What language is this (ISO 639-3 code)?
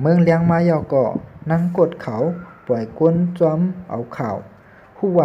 shn